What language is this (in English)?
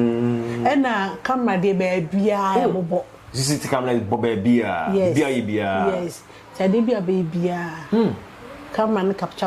Akan